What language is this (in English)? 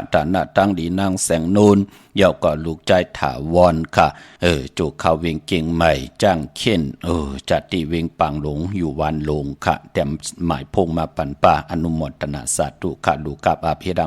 Shan